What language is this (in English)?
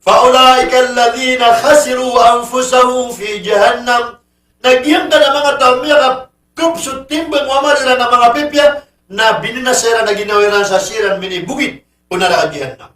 Maranao